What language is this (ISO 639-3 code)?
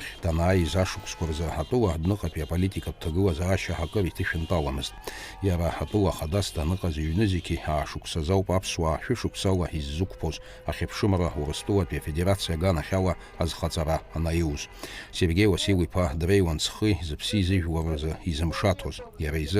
abk